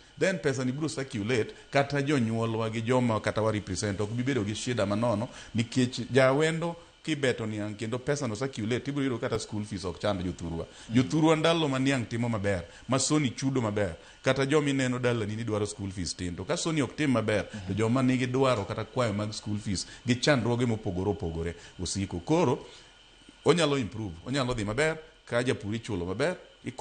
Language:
Luo (Kenya and Tanzania)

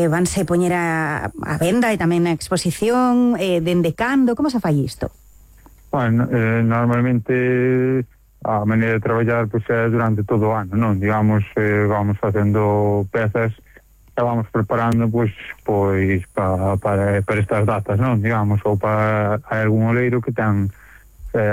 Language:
Galician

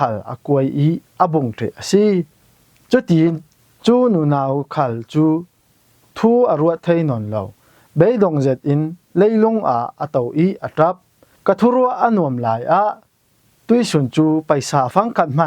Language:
Falam Chin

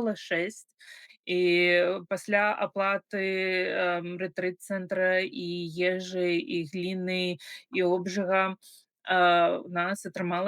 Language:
Belarusian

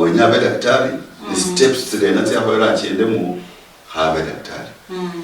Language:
Luyia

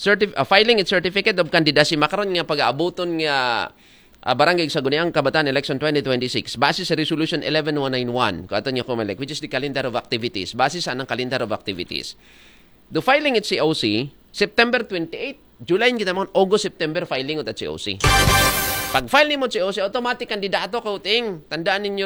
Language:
Aklanon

